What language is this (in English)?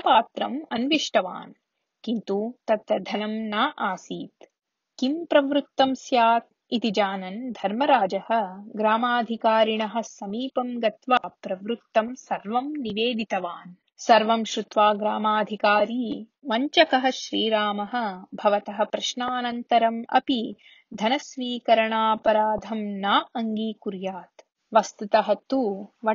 Sanskrit